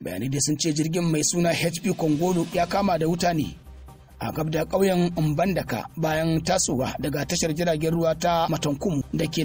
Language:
Hausa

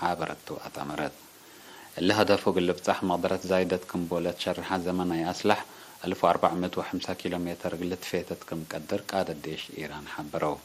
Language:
Tigre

